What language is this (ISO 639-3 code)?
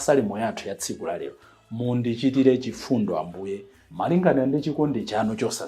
nya